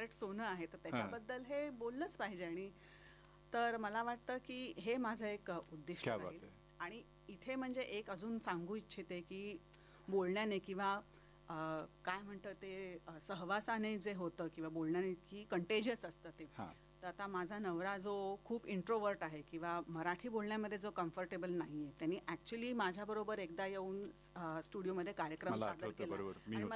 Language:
Marathi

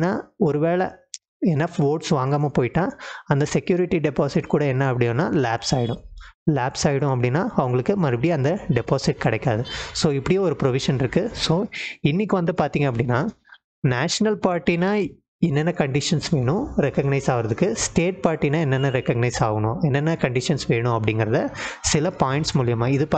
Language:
Tamil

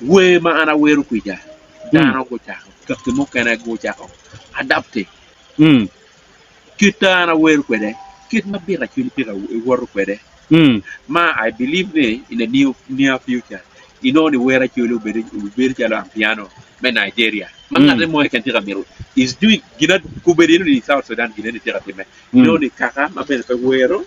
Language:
Acoli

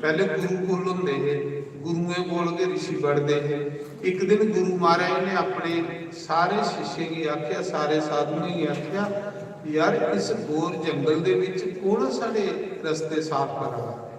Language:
Dogri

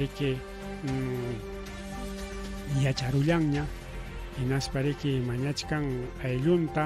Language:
Ayacucho Quechua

